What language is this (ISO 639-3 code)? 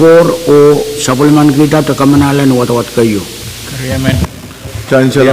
pon